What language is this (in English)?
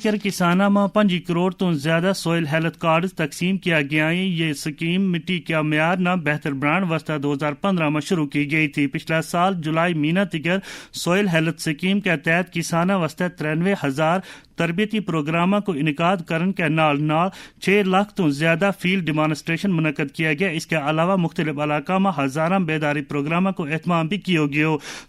Gujari